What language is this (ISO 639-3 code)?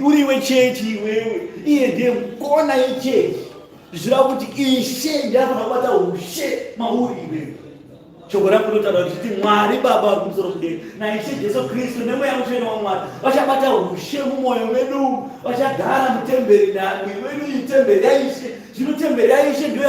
sna